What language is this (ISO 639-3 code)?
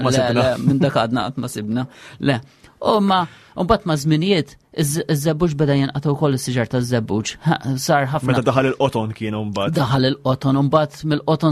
mlt